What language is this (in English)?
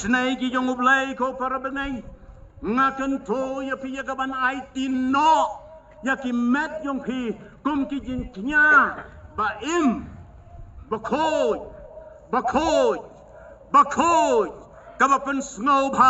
Khasi